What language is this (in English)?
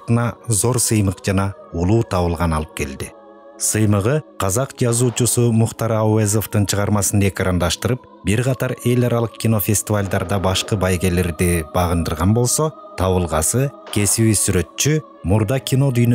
Kyrgyz